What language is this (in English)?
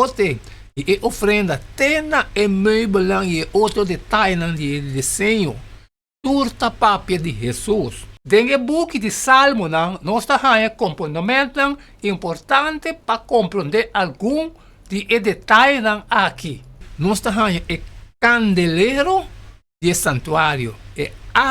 Papiamento